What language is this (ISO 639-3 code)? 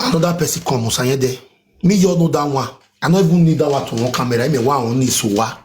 pcm